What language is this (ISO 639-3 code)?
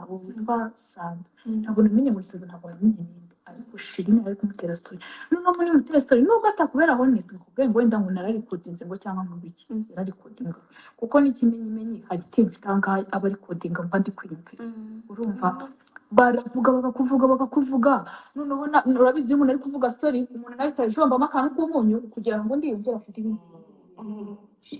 kin